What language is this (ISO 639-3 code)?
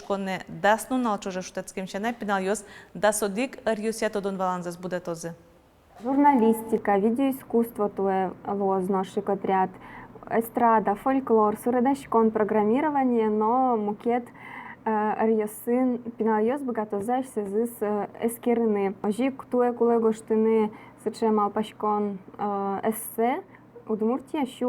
udm